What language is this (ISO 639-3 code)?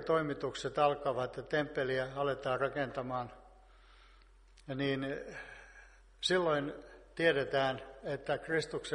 fin